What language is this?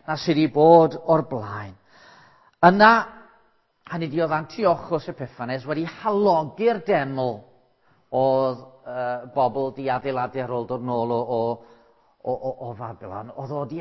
Welsh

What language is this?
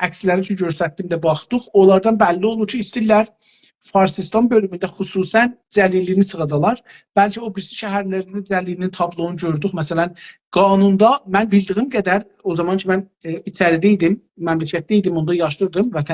South Azerbaijani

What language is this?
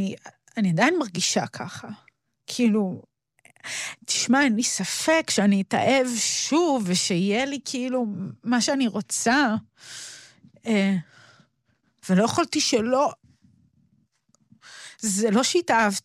Hebrew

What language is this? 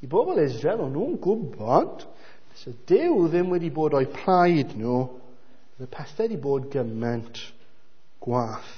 Welsh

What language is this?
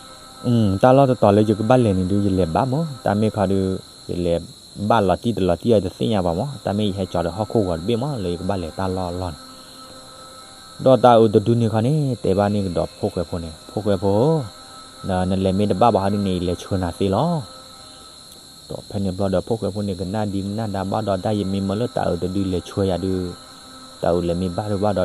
S'gaw Karen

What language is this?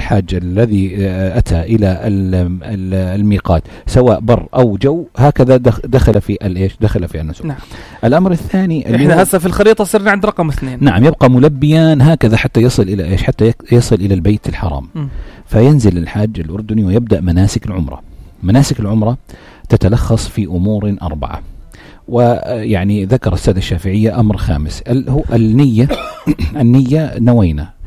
North Levantine Arabic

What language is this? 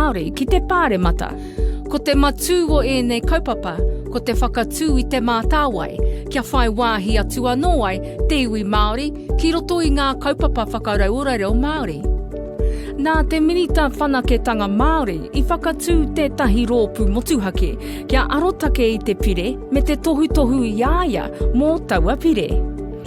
Māori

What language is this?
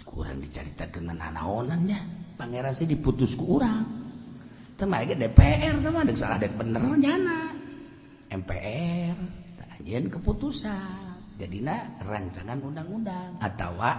Sundanese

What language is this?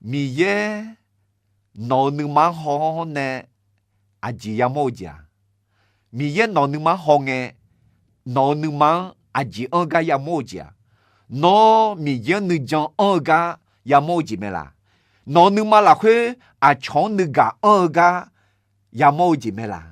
Akha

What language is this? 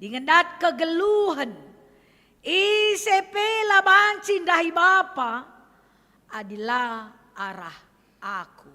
Batak Karo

